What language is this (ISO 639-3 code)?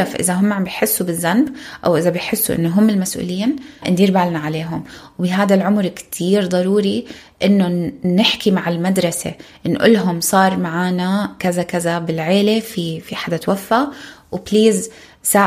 apc